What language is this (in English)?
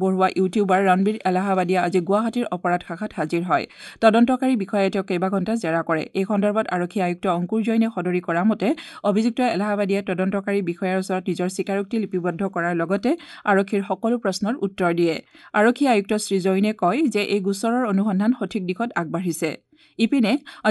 Assamese